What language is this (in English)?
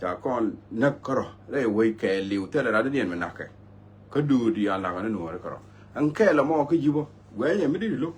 Nuer